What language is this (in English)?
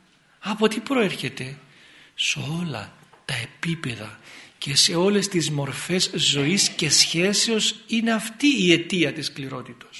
Greek